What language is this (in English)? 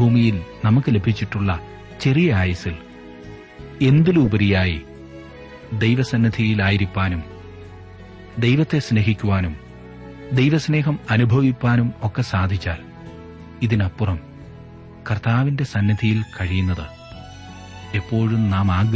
Malayalam